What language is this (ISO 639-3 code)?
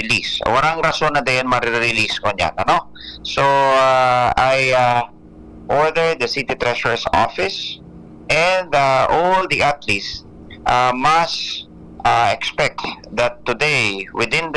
bik